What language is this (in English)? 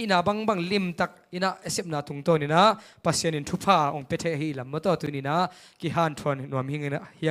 Tedim Chin